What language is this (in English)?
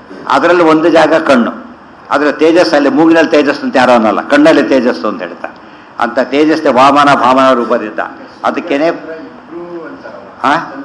Kannada